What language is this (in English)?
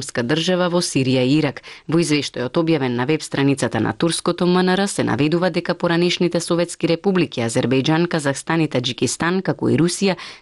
Macedonian